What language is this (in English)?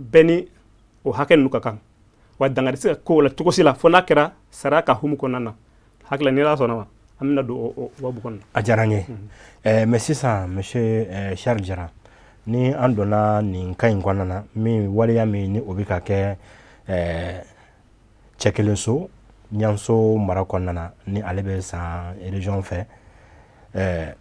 Bambara